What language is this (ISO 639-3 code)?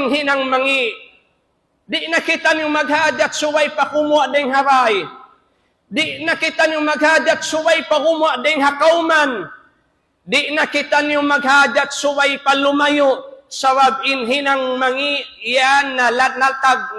tsg